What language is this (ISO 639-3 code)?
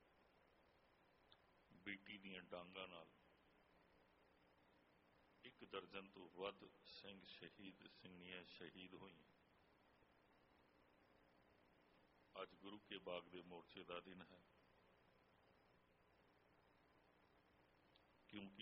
pan